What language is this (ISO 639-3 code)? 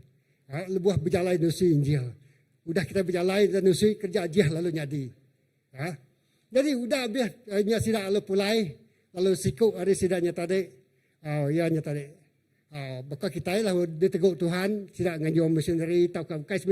iba